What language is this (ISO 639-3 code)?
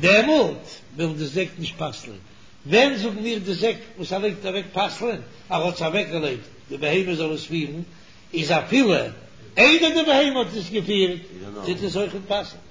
yid